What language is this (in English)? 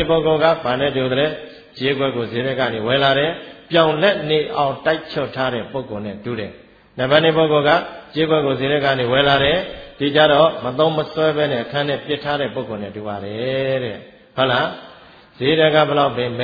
Burmese